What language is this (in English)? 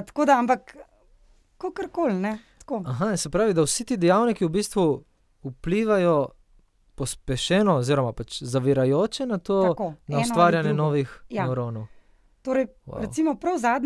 Slovenian